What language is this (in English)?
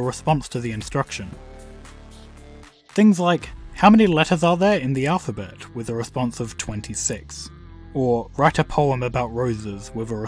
English